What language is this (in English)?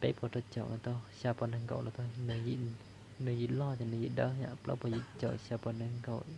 Hmong